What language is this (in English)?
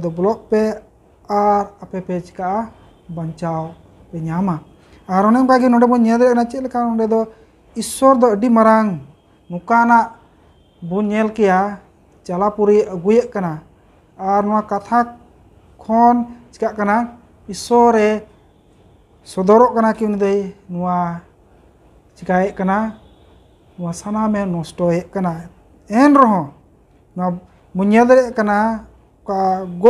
Santali